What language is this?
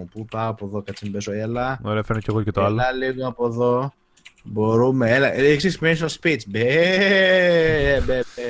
Greek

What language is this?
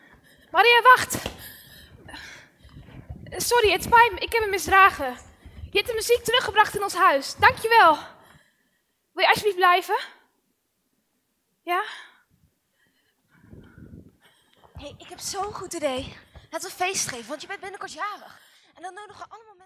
Dutch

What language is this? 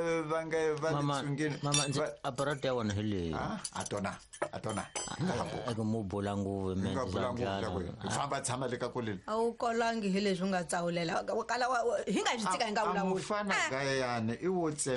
Tsonga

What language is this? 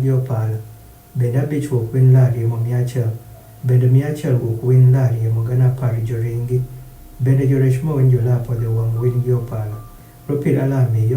Adhola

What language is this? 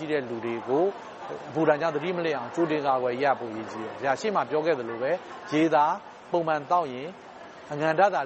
Burmese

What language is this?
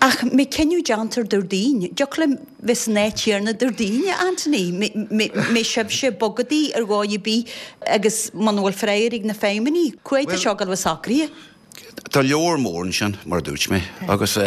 Irish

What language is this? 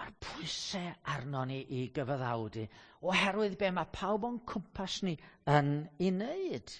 Welsh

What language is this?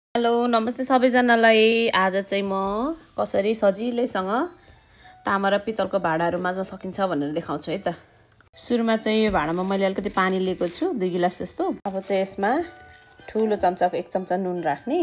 Nepali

